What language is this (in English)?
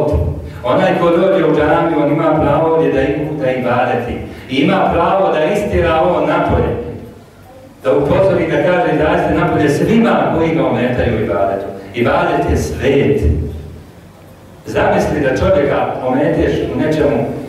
Bosnian